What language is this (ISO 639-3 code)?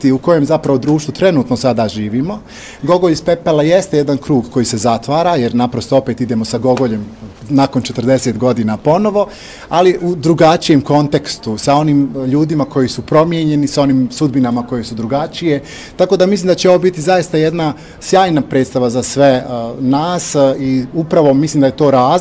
bos